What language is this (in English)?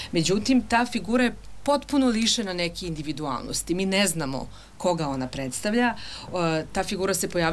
Serbian